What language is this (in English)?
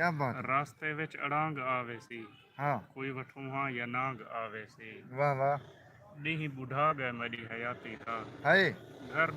Saraiki